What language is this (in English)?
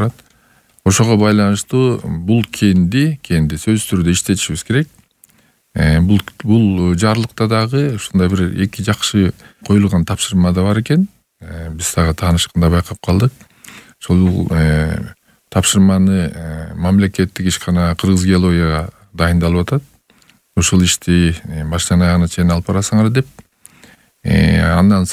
Kyrgyz